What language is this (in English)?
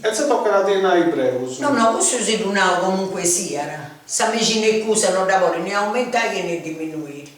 Sardinian